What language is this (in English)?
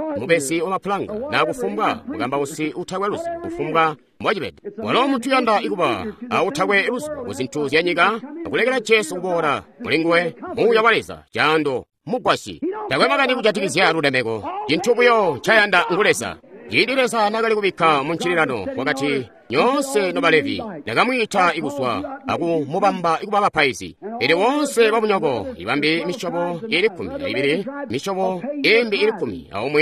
Tonga (Zambia)